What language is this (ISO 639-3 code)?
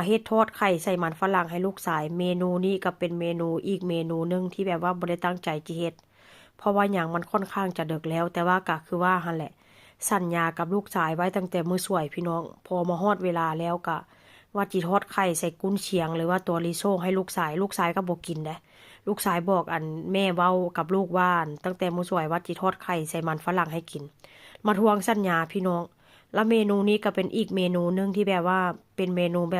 tts